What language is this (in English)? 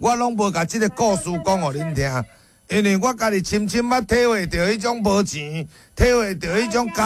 Min Nan Chinese